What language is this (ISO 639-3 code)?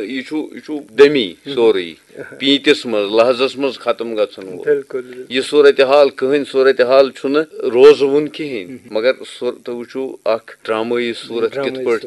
kas